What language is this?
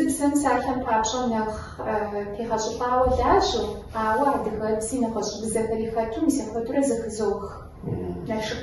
Kabardian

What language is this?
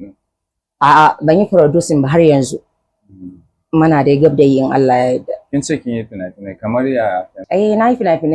Hausa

